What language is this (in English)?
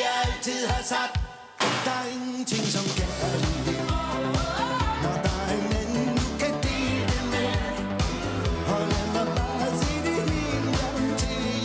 Danish